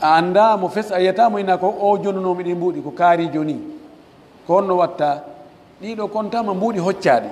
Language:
Pular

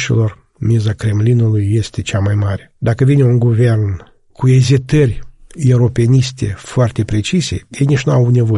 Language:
Romanian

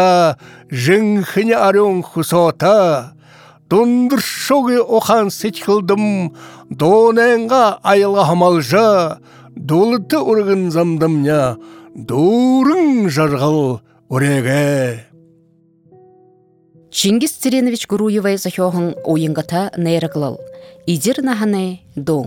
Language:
Buriat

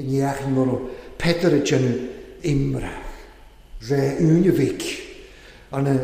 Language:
Welsh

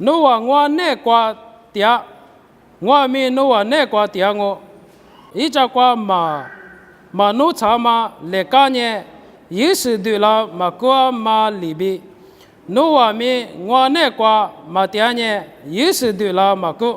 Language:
Lisu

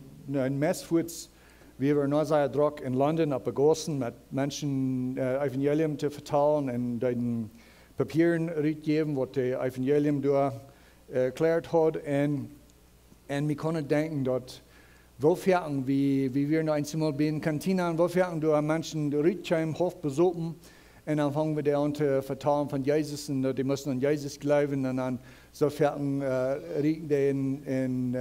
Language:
Plautdietsch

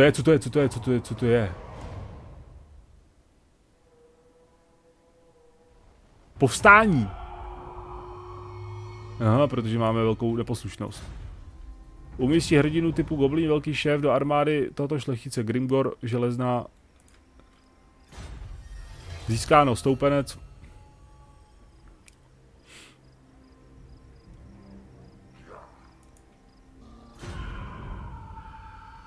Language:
Czech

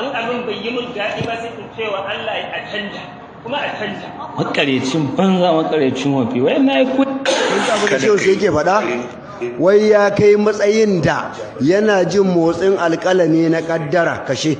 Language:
Hausa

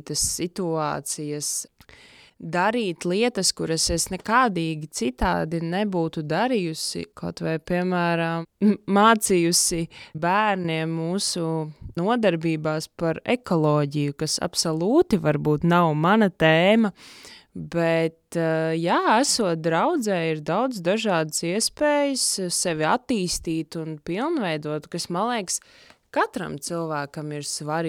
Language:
Latvian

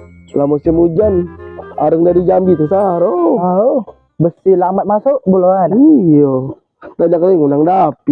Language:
Musi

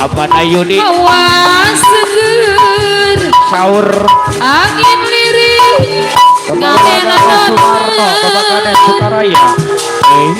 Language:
Betawi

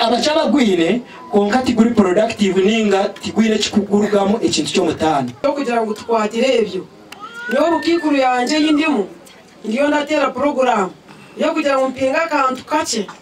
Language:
Nyankole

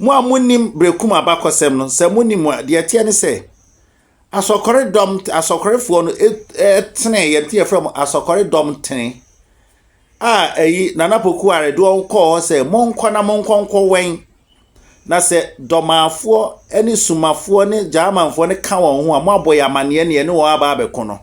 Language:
Akan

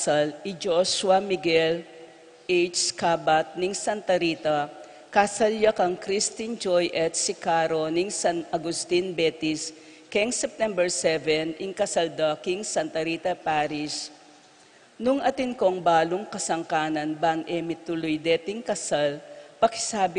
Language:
Pampanga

